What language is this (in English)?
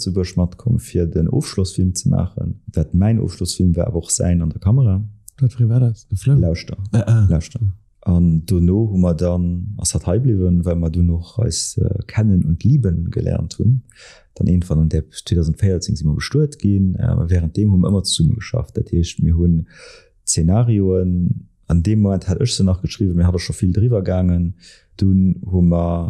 Luxembourgish